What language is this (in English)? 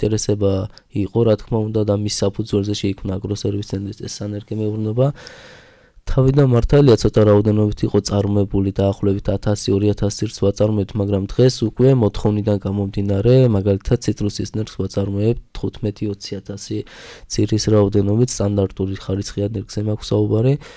Georgian